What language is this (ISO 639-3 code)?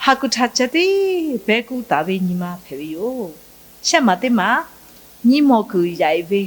lhu